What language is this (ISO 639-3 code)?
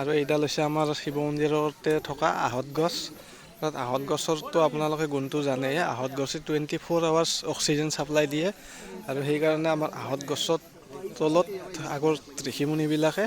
asm